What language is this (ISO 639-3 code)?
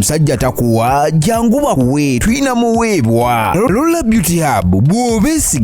lug